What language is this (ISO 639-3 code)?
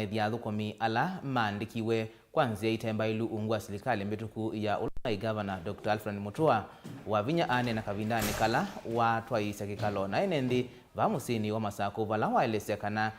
kam